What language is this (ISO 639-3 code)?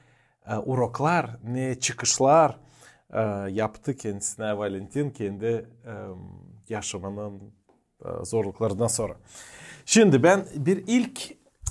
gag